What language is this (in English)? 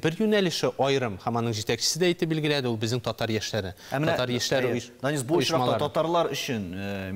Tatar